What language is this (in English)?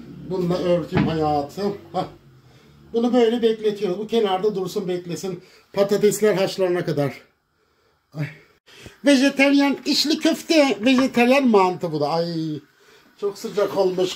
Turkish